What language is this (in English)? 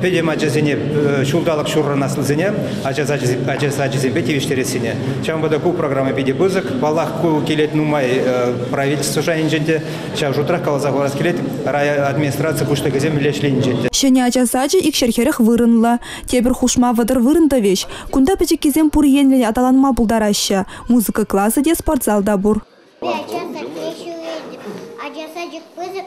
Chuvash